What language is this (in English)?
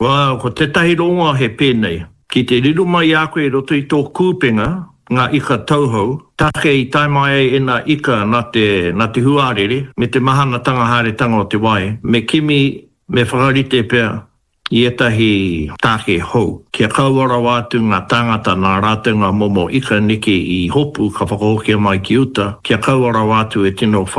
Māori